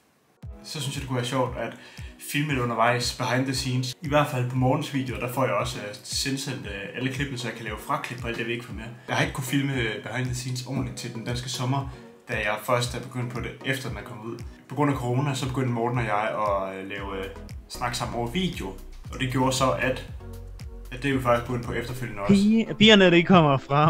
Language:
Danish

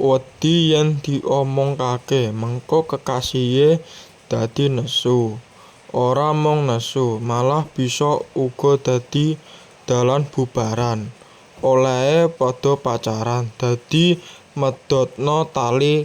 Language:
Javanese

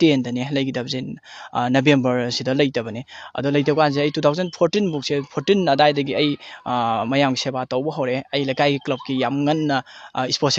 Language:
Manipuri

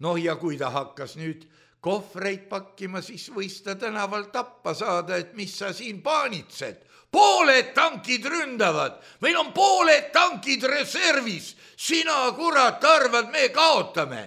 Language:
Estonian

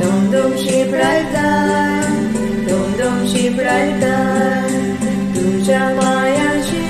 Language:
Konkani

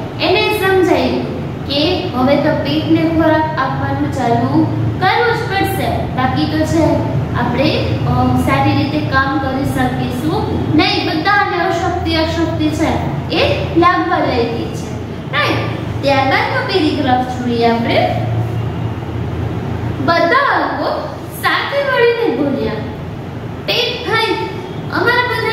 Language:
Gujarati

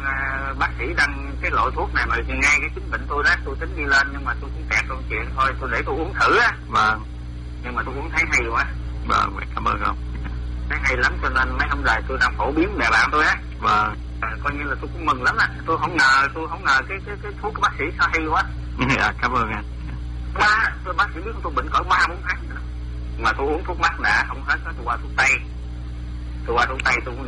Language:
Vietnamese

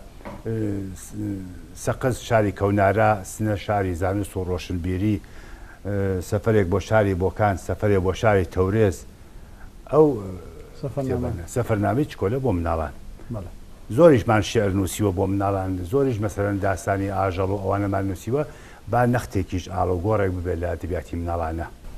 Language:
Central Kurdish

